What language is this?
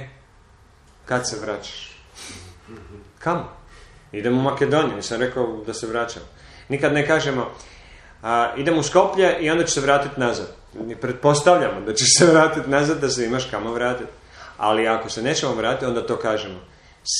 Croatian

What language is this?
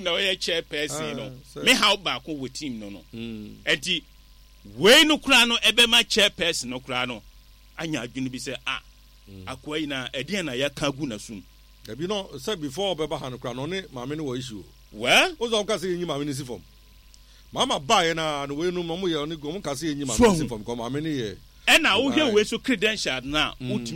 Akan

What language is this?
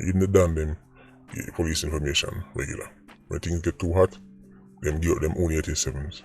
Jamaican Creole English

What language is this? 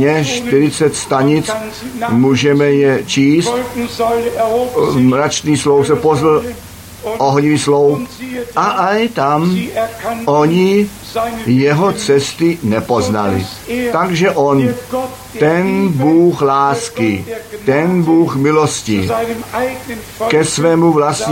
Czech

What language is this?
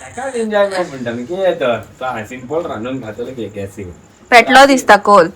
Konkani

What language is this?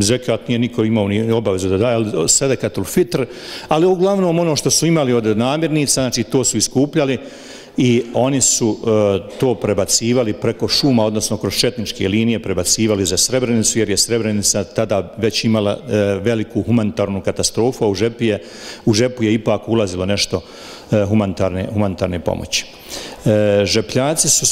Bosnian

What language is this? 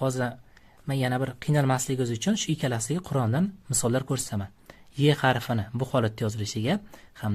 Uzbek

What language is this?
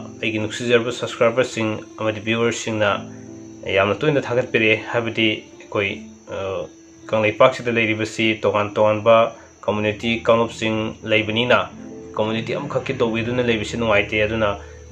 Manipuri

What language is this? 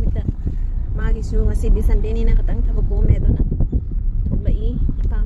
Manipuri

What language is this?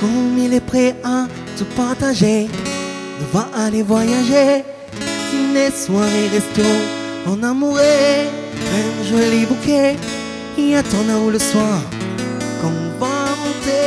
Réunion Creole French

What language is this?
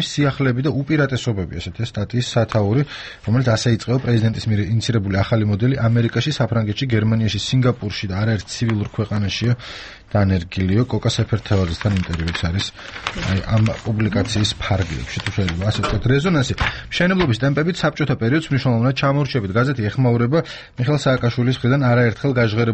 Georgian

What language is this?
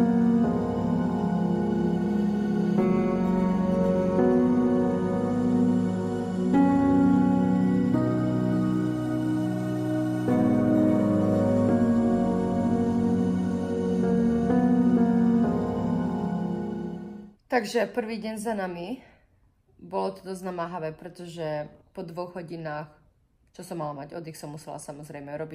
Slovak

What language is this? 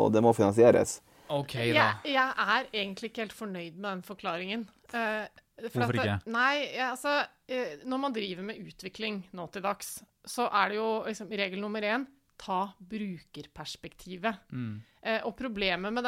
Norwegian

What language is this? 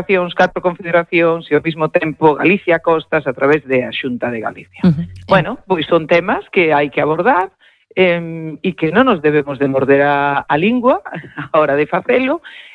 Galician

